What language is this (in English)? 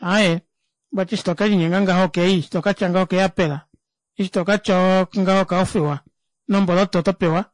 Kuanyama